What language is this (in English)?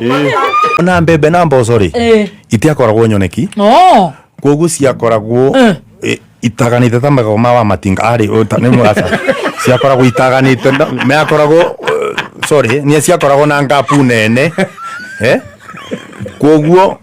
Kikuyu